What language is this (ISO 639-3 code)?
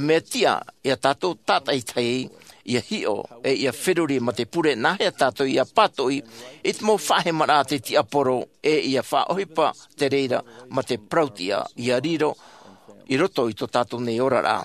tah